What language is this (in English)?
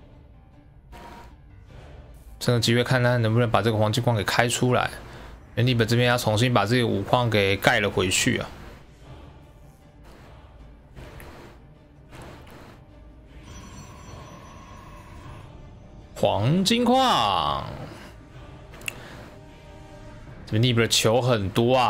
Chinese